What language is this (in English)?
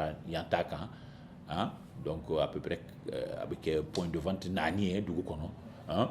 Bambara